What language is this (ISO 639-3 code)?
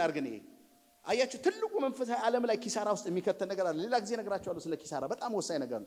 amh